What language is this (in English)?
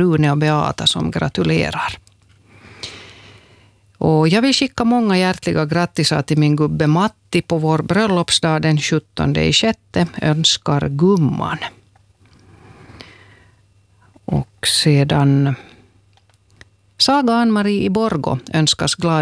Swedish